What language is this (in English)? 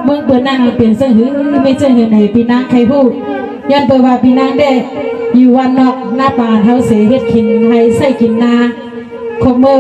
Shan